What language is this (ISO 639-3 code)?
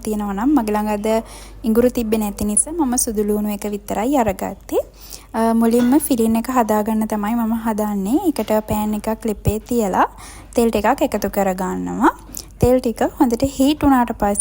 sin